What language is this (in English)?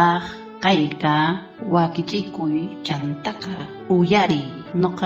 South Bolivian Quechua